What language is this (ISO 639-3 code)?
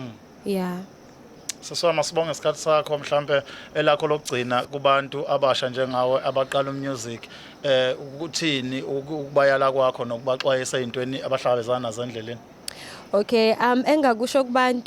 zul